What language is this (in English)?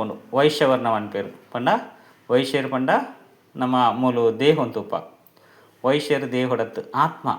Tulu